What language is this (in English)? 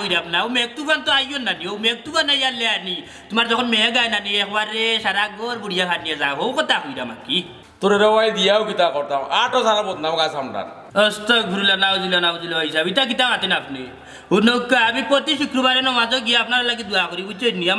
Sylheti